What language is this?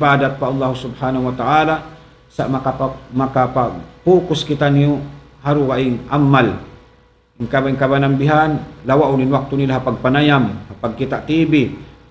Tausug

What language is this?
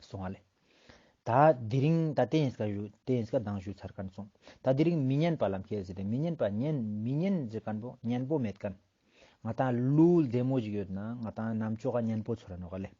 Ladakhi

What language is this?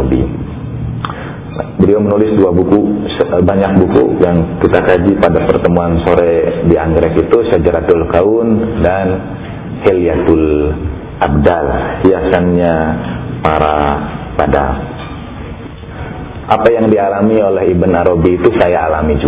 Indonesian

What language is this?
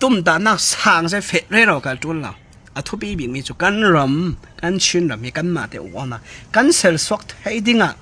Falam Chin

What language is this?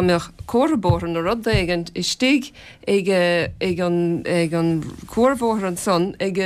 Irish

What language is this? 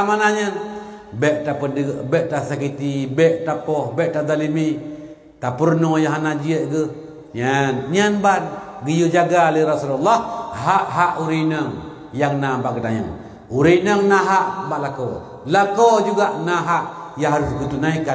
Achinese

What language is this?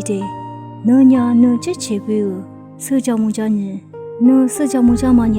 Lisu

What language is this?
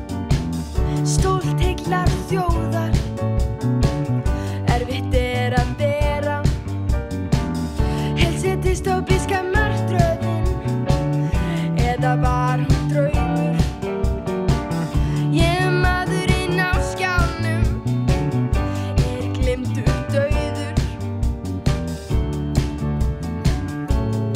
Icelandic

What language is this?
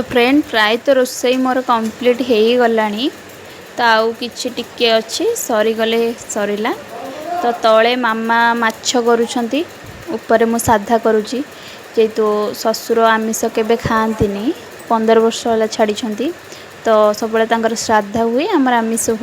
Odia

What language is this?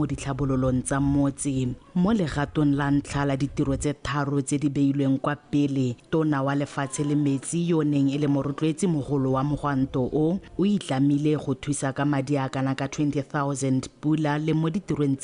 Tswana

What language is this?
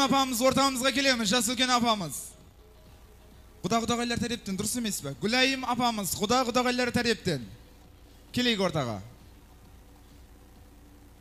Kazakh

